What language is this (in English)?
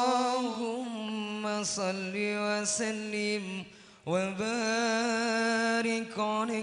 Madurese